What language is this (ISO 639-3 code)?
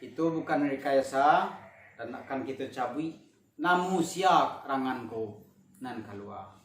min